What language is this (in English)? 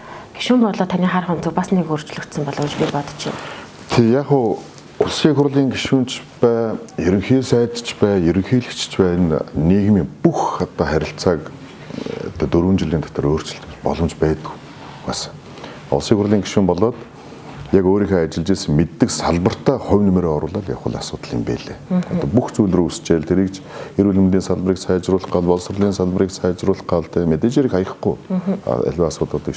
Mongolian